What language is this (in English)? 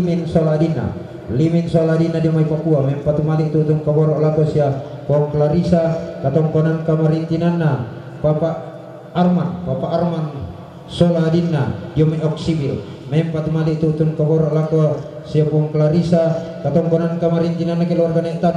Toraja-Sa'dan